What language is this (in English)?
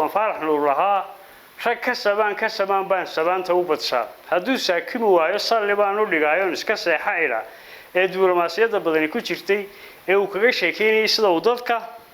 Somali